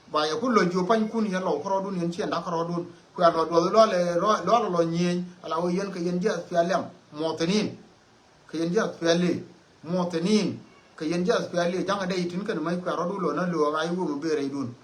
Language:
Nuer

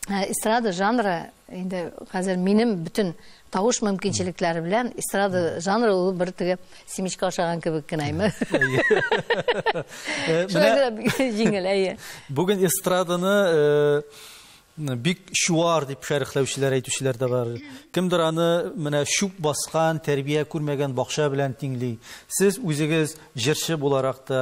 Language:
Tatar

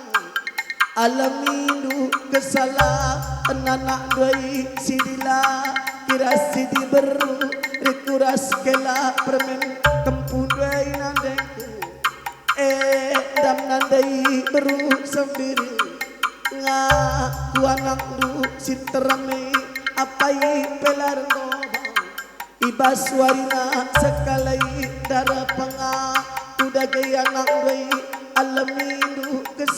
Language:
Batak Karo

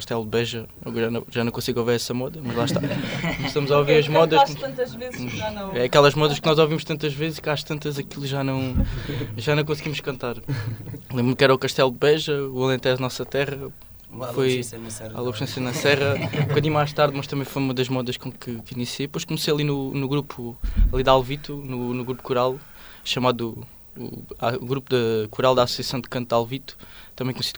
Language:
Portuguese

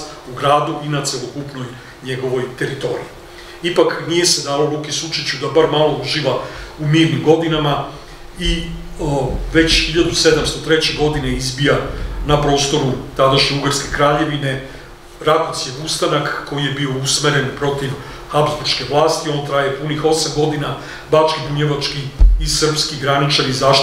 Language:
Serbian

